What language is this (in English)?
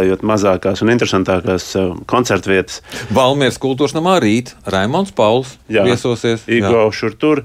Latvian